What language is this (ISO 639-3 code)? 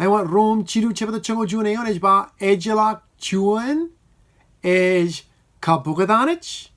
mah